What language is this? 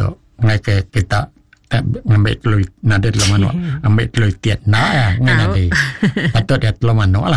Iban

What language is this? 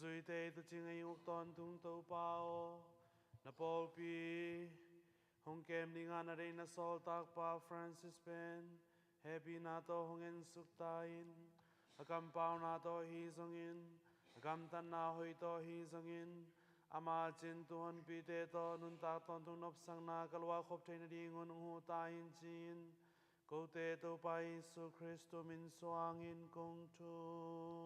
Tedim Chin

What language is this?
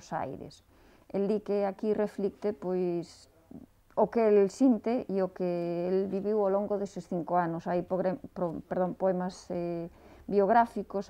Galician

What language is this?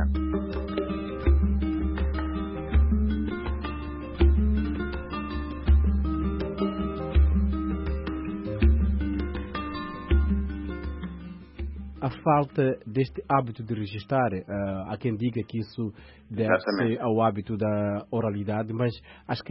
Portuguese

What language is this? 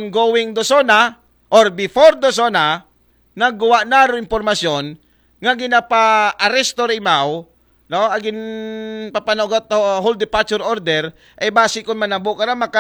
Aklanon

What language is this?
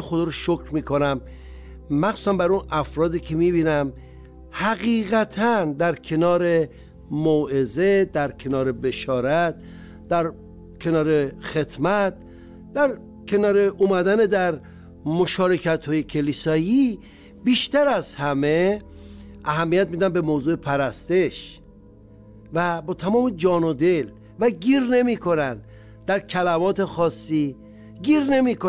Persian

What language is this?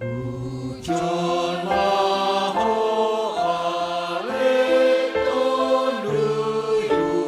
Batak Simalungun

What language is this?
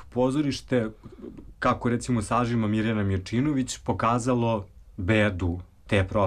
Serbian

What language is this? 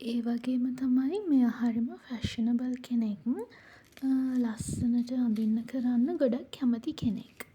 Sinhala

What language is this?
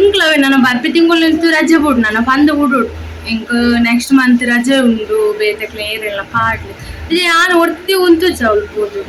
Tulu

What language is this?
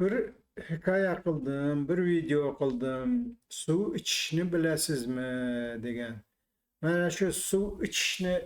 Uzbek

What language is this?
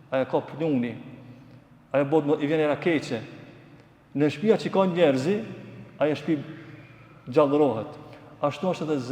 Albanian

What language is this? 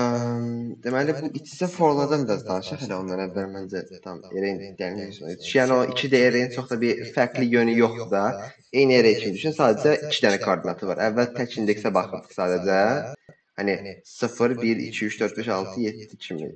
Azerbaijani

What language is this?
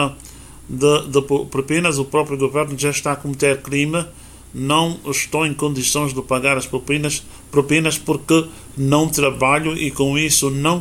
Portuguese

